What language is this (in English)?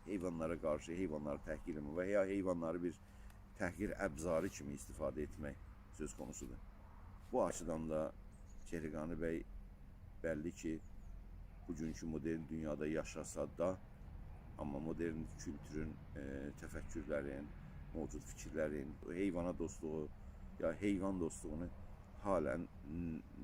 South Azerbaijani